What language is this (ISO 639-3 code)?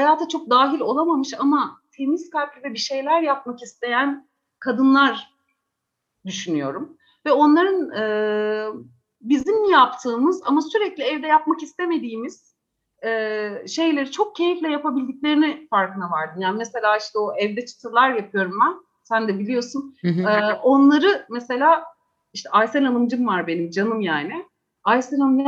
tur